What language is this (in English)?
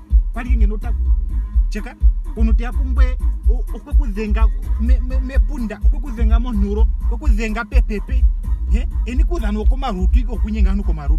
Ndonga